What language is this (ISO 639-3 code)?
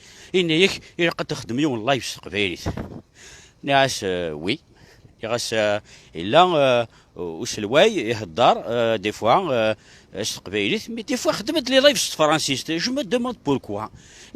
kab